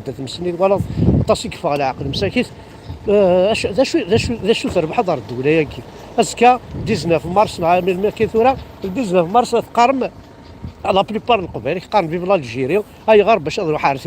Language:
Kabyle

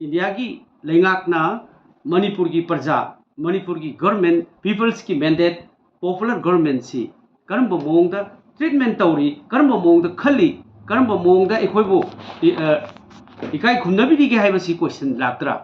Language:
Manipuri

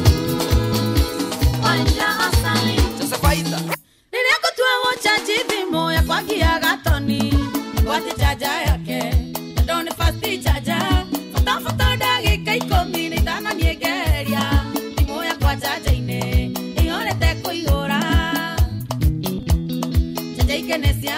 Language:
Kikuyu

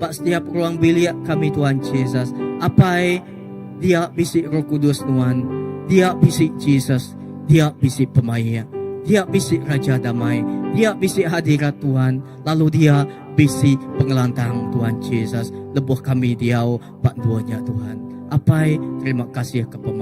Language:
Iban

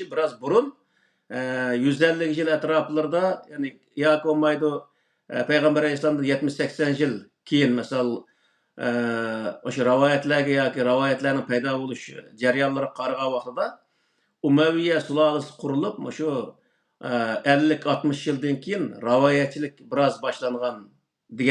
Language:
Uyghur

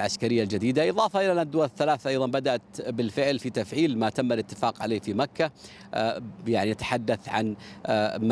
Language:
Arabic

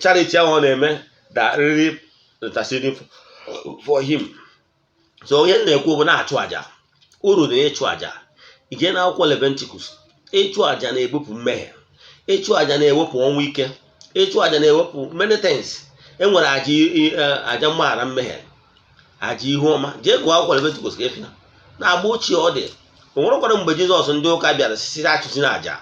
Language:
Igbo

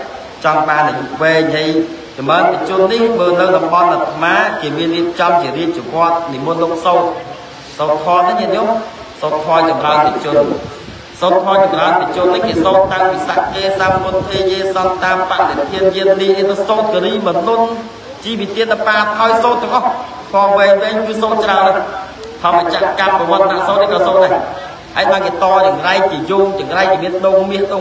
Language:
Khmer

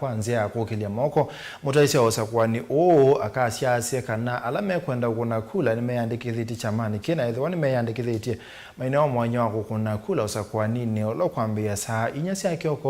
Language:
Kamba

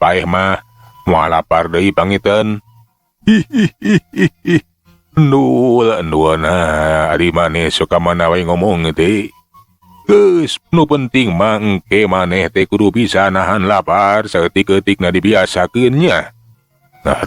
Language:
Sundanese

